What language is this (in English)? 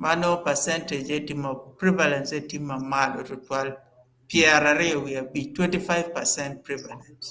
Acoli